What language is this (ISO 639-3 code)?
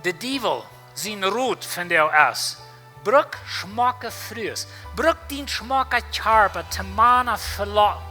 pdt